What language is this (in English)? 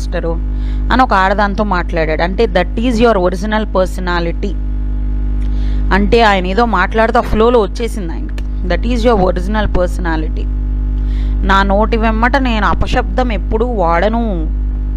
Telugu